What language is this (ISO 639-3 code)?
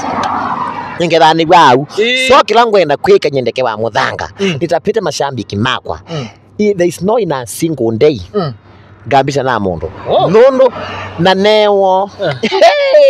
swa